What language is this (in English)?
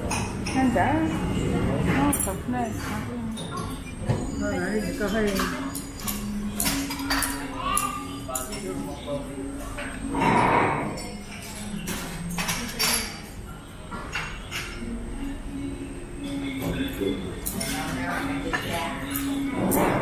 Vietnamese